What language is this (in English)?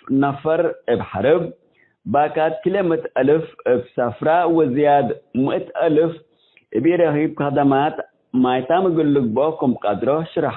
Tigre